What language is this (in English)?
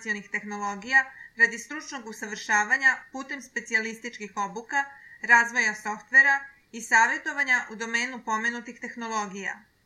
Serbian